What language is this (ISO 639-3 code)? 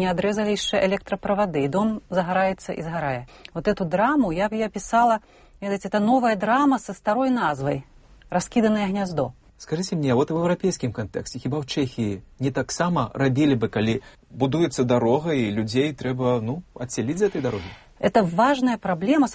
bel